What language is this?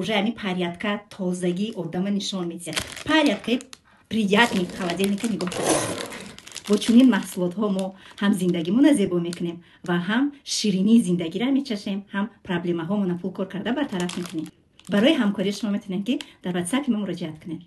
Tajik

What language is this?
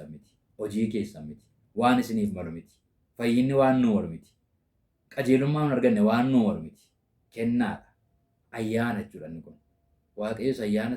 Oromo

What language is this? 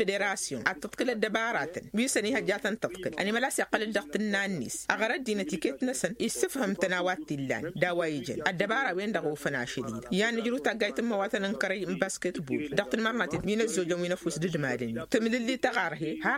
Tamasheq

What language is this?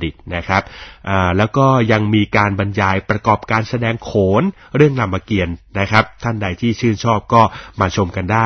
Thai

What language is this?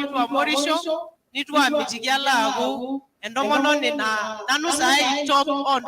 Masai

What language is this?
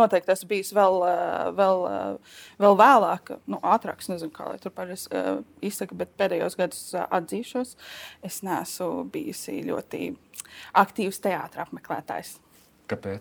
Latvian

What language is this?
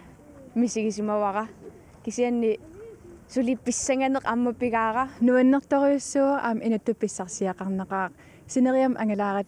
Kalaallisut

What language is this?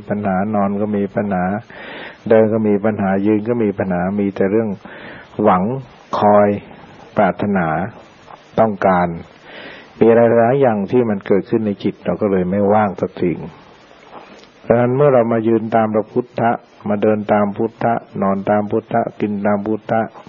Thai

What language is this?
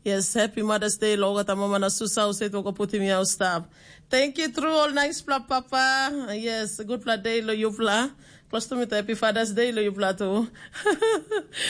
Tok Pisin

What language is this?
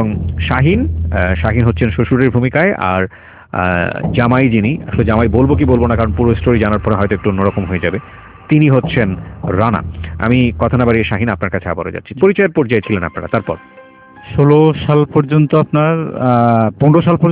Bangla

